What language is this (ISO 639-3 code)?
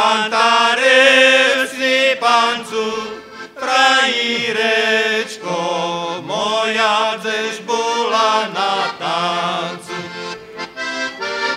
slk